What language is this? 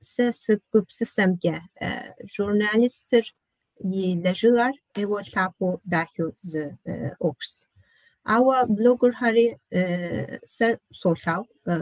Kabardian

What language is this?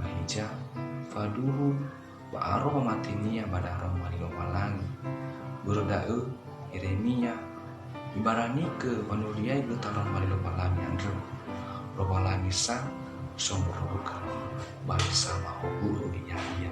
Nias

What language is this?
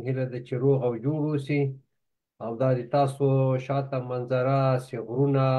Pashto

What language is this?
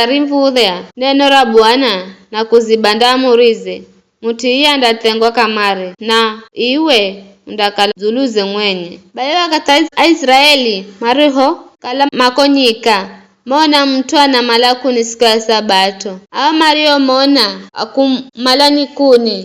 Giryama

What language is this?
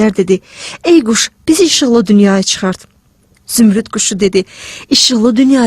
Azerbaijani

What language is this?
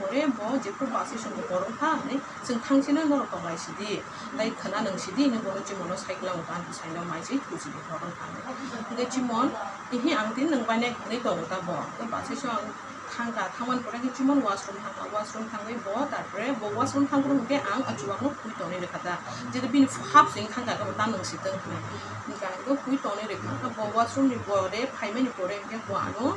Kok Borok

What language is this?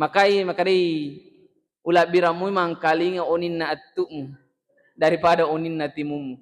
Buginese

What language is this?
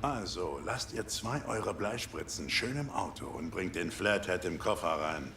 Bavarian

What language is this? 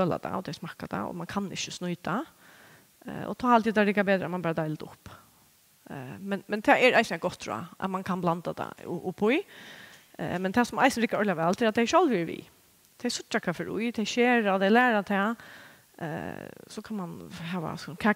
Faroese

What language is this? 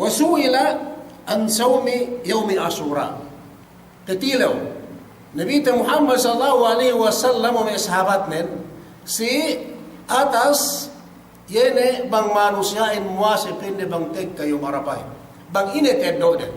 Yakan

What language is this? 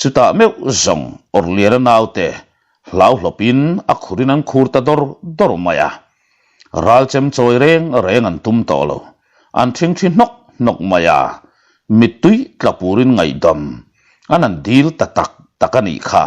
Mizo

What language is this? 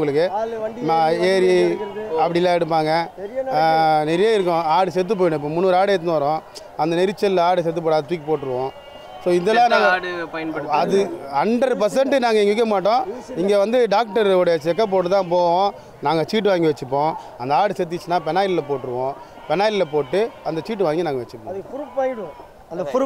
Tamil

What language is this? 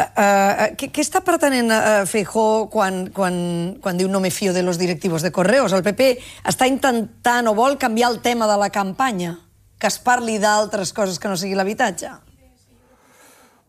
Catalan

